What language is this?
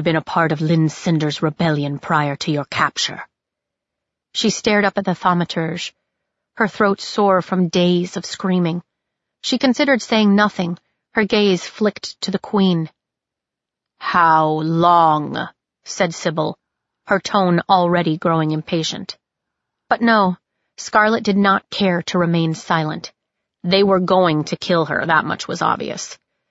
English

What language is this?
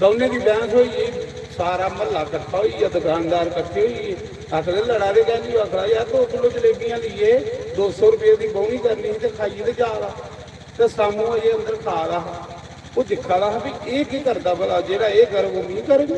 Dogri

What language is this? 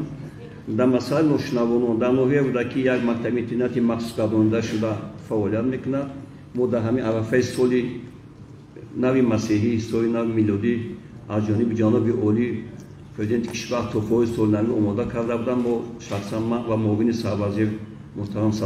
Tajik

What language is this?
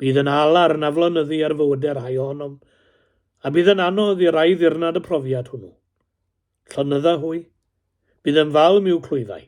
Welsh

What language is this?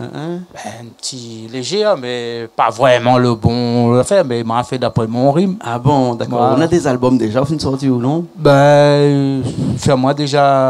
Réunion Creole French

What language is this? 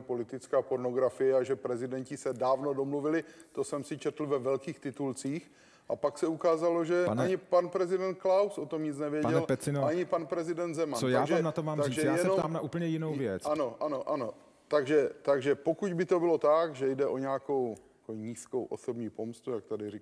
Czech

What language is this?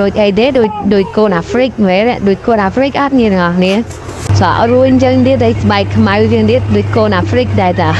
Khmer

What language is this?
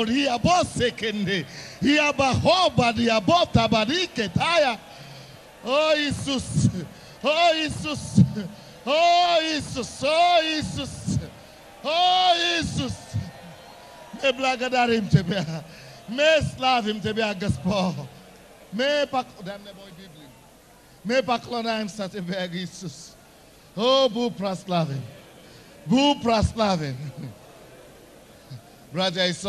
Russian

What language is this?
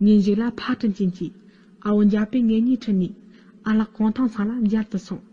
Tibetan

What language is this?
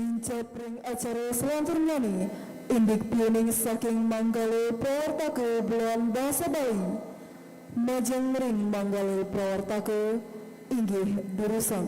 Balinese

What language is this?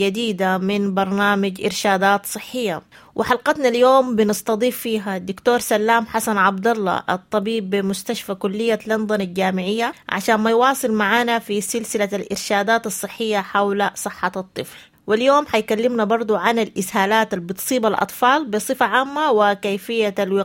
Sudanese Arabic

